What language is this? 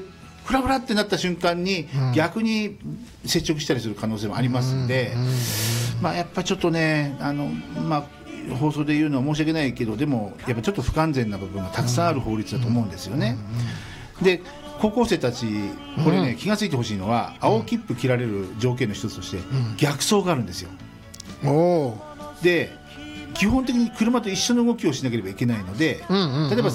Japanese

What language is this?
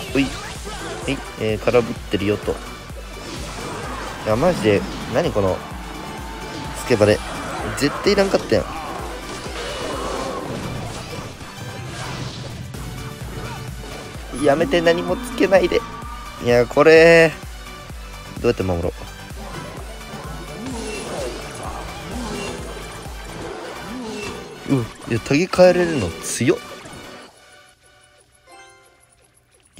Japanese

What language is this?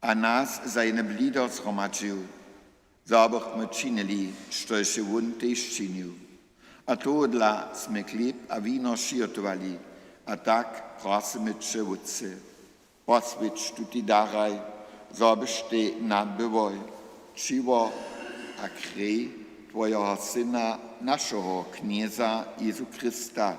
Upper Sorbian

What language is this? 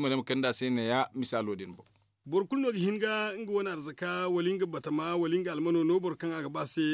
Zarma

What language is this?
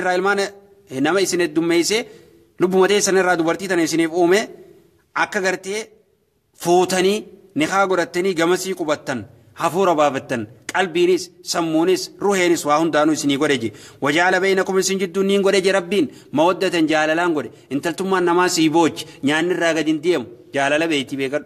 Oromo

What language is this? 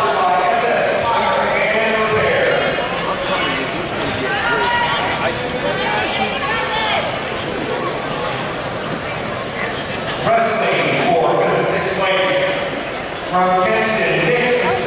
English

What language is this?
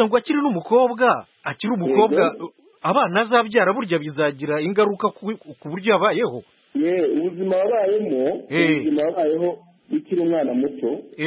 Kinyarwanda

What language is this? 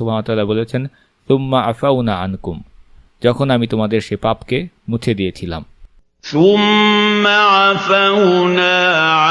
Bangla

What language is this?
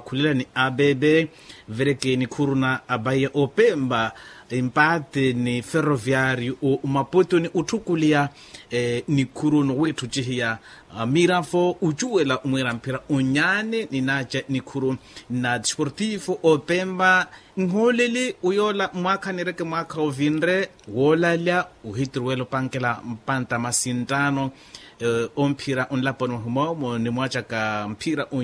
Makhuwa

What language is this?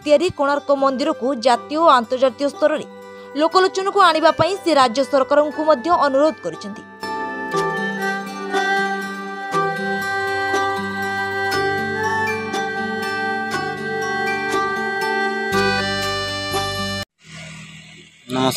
Odia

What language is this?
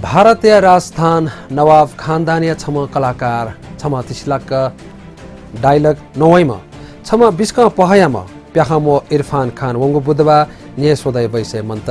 Newari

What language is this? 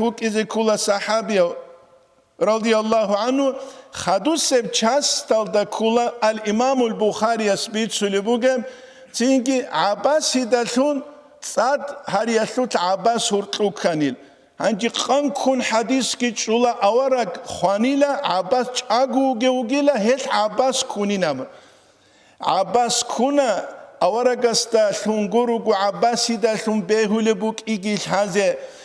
Avaric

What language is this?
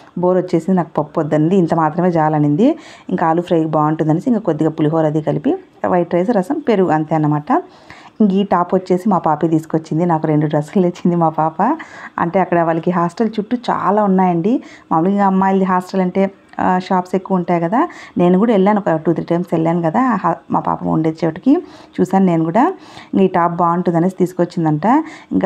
Telugu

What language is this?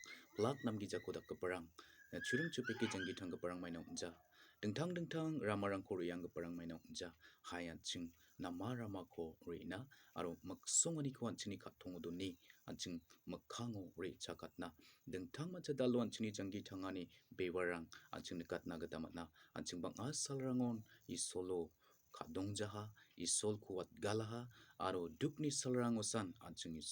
Garo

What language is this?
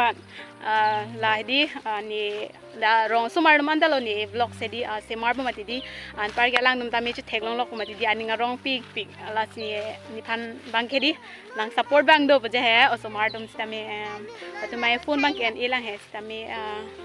Karbi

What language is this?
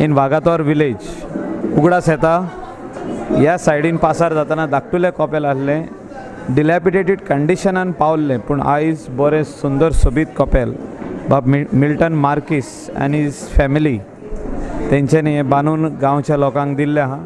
Konkani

